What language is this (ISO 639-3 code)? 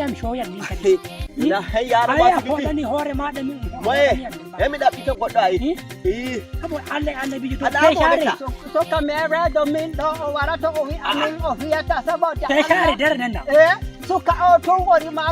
fuv